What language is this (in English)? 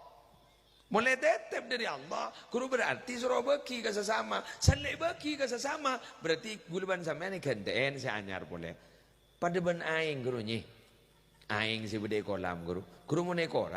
Madurese